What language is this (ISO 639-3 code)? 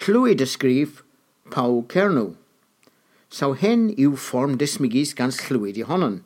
cor